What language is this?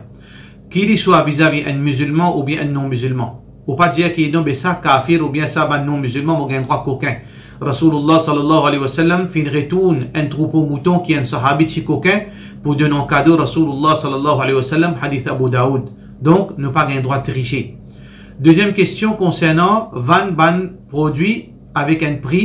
Morisyen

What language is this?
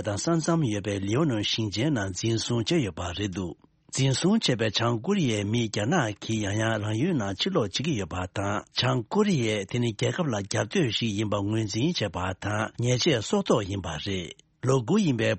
Tibetan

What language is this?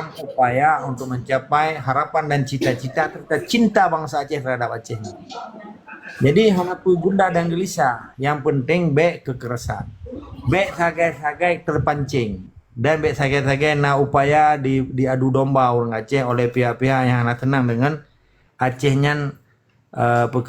Achinese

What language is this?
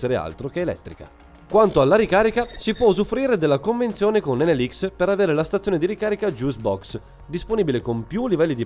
Italian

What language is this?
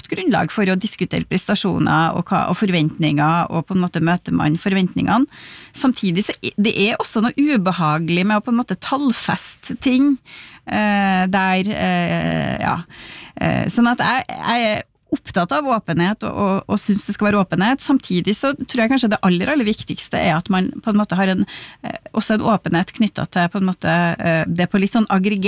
Norwegian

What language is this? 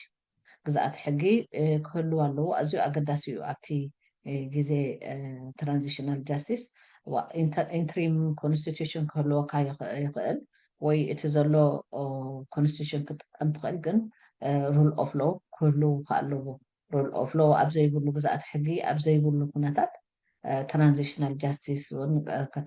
Tigrinya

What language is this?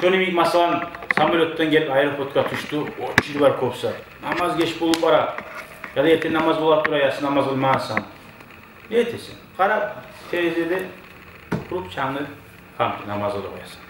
Kumyk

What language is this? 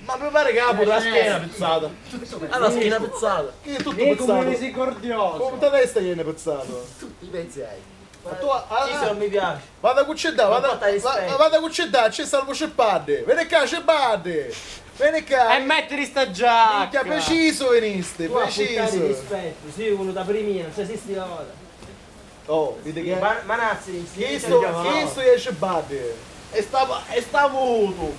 Sicilian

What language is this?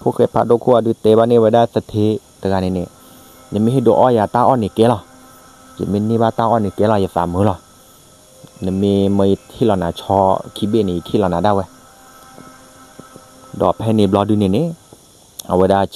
S'gaw Karen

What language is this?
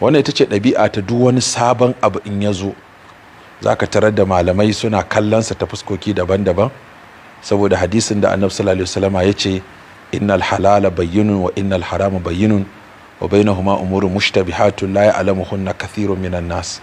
Hausa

